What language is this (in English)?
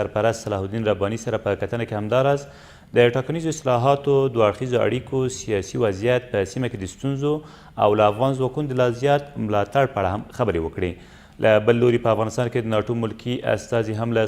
Pashto